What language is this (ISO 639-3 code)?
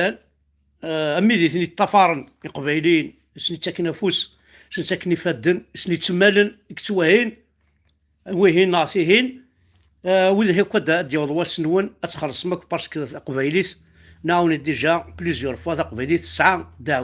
kab